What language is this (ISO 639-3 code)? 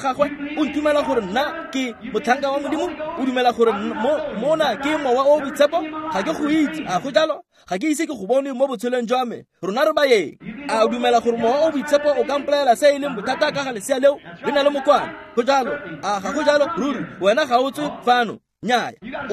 tsn